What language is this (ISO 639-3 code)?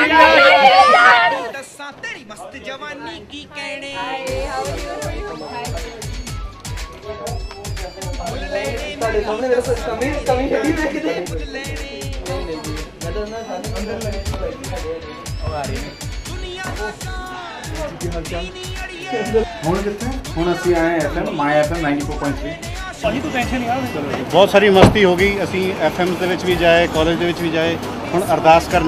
pan